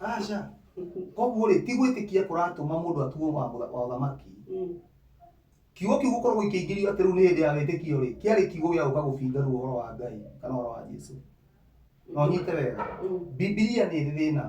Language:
Kikuyu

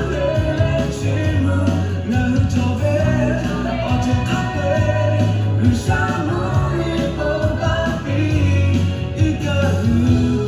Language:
Lahu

